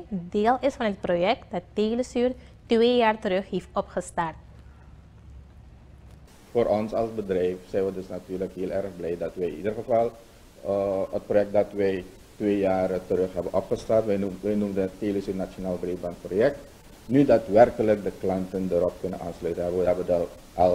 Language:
Dutch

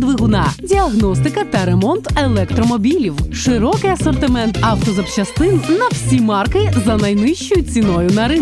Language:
Ukrainian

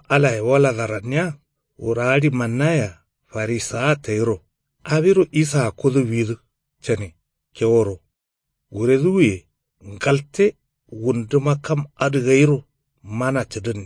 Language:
Kanuri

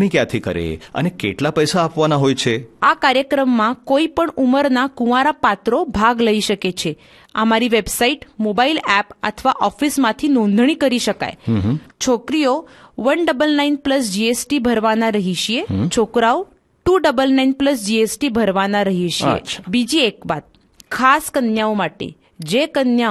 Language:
Gujarati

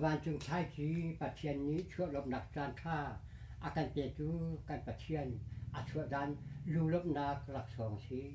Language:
Hakha Chin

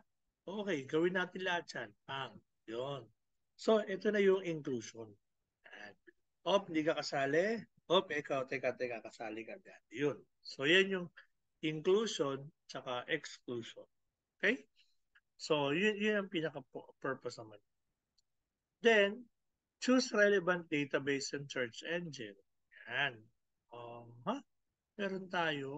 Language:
Filipino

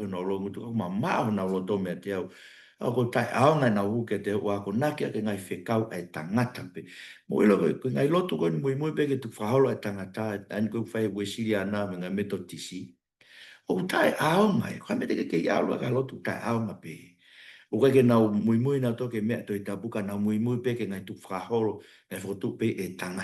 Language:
Tongan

